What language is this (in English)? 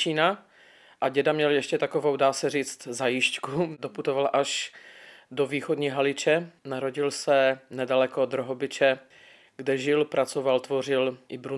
Czech